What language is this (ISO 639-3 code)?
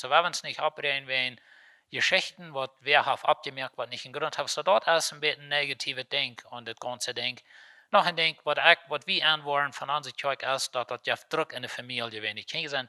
pdt